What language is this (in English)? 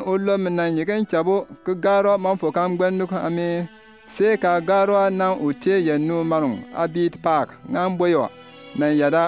Bimoba